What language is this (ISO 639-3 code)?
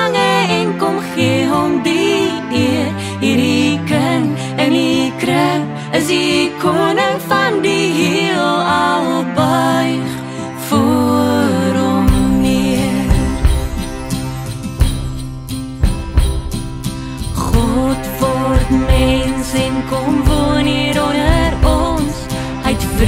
afr